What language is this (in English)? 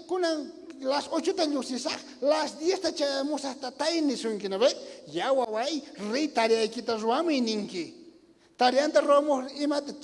South Bolivian Quechua